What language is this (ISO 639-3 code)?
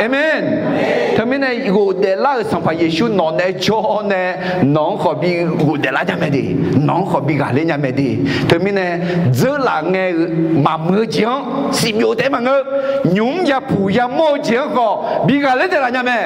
ahk